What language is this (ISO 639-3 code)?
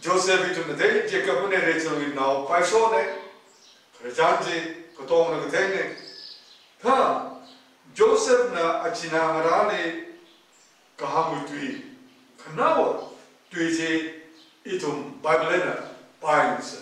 nmf